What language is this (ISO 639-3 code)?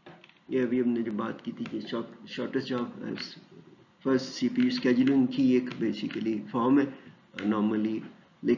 urd